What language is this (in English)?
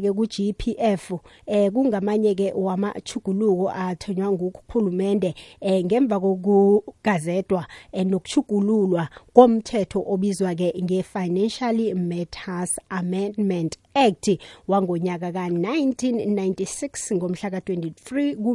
South Ndebele